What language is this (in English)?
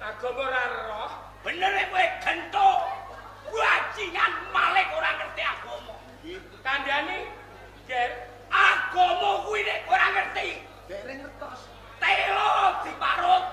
Javanese